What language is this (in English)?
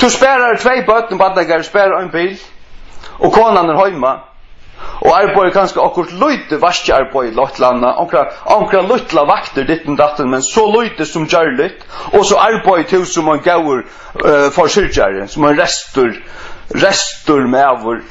Faroese